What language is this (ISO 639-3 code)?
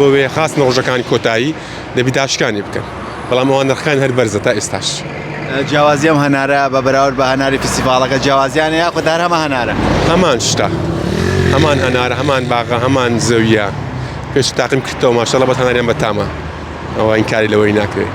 ckb